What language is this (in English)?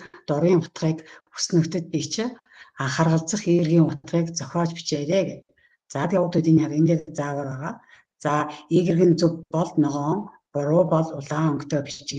Mongolian